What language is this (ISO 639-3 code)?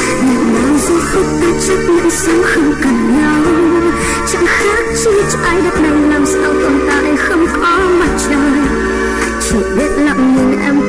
vie